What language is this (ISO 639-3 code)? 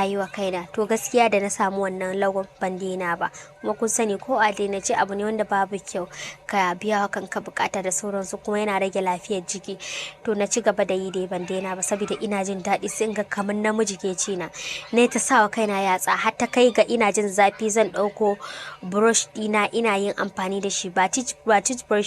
hau